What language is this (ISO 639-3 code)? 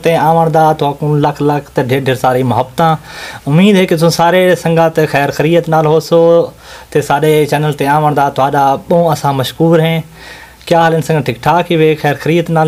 skr